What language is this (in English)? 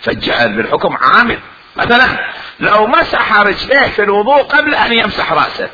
Mesopotamian Arabic